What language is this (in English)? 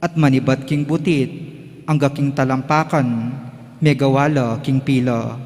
Pampanga